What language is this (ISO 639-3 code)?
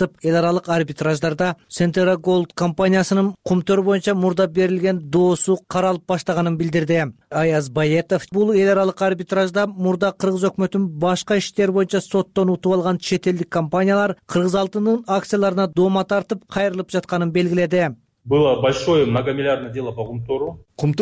kir